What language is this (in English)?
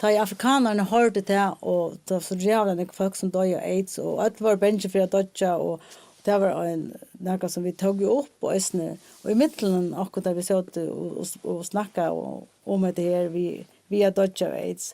Faroese